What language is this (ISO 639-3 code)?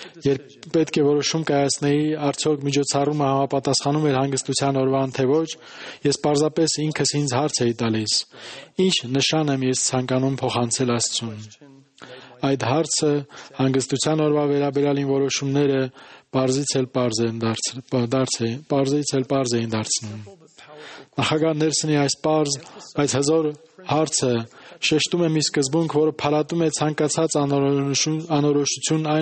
hye